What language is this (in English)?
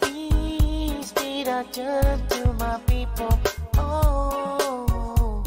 Pohnpeian